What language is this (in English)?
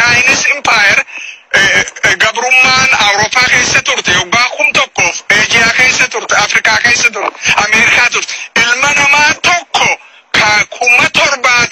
Oromo